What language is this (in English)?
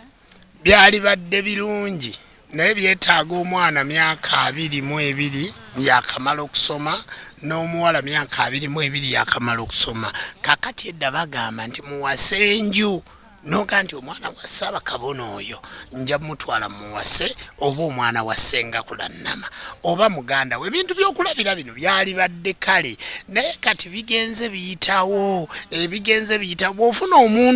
Ganda